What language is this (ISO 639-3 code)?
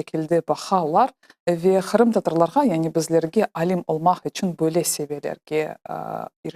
crh